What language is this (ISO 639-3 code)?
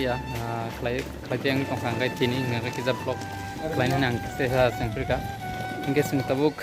trp